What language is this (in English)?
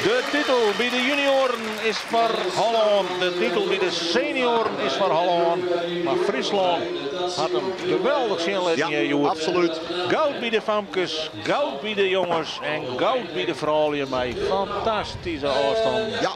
Western Frisian